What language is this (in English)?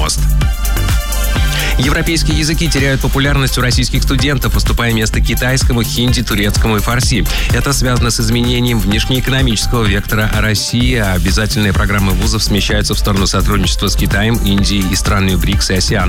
Russian